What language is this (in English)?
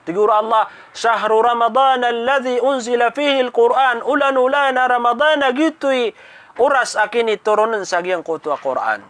Maranao